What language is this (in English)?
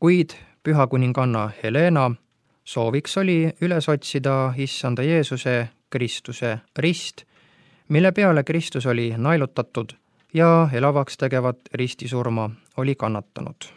Estonian